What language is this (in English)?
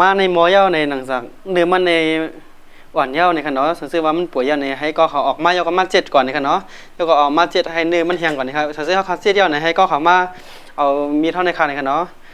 Shan